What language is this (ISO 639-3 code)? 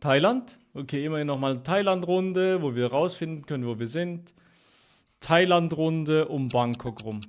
gsw